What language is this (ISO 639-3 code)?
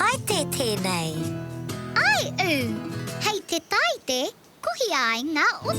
mri